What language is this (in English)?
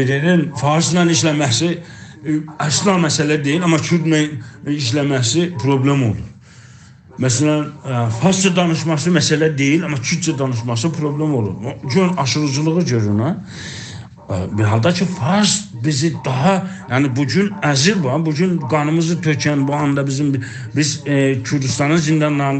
South Azerbaijani